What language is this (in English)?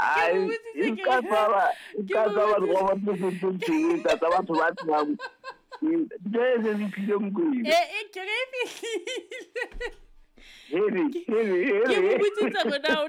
Southern Sotho